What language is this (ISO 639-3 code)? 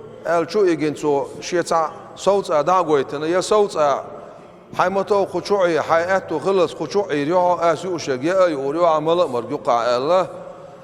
che